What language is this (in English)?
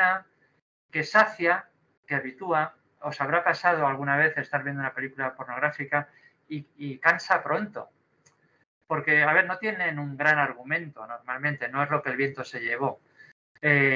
Spanish